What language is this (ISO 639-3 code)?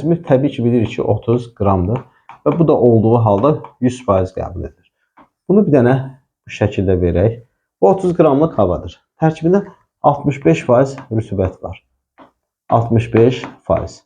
aze